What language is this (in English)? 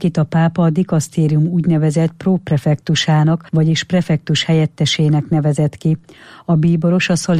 Hungarian